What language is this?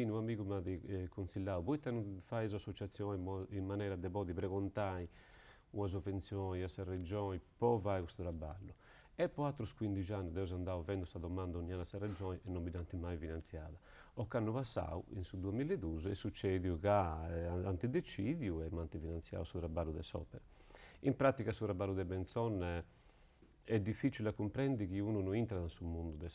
Sardinian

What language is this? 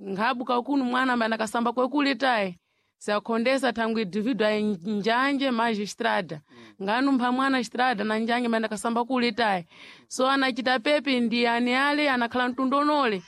Sena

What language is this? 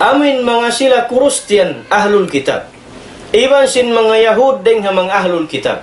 Tausug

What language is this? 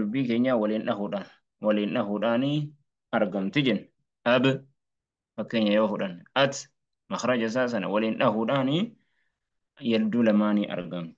Oromo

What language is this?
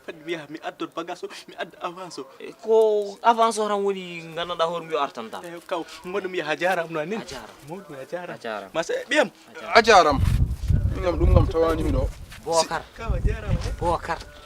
Fula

